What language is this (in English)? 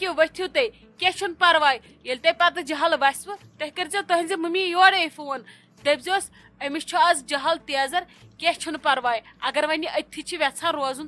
Kashmiri